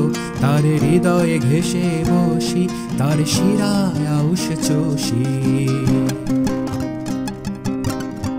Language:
Bangla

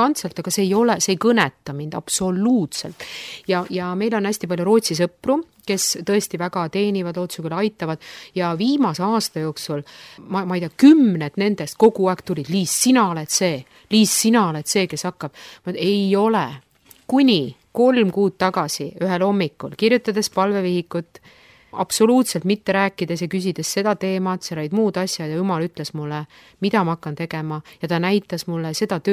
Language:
Estonian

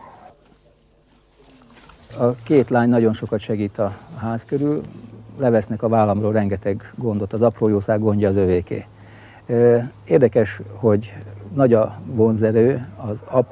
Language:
Hungarian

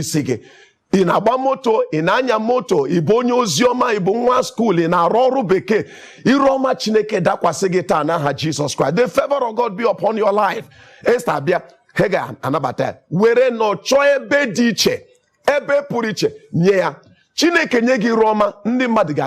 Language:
Igbo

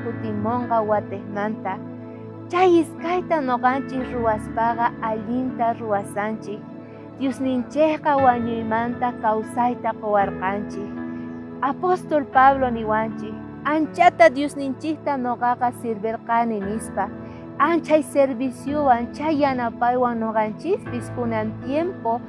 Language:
South Bolivian Quechua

